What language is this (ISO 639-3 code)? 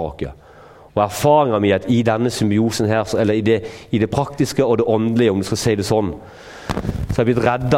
nor